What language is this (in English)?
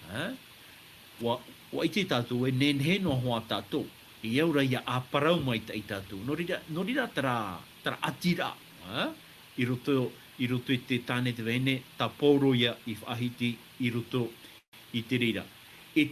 Tahitian